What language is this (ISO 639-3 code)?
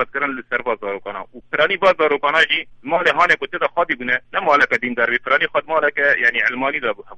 kur